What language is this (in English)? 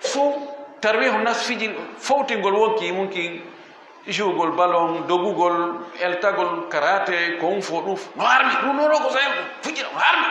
Fula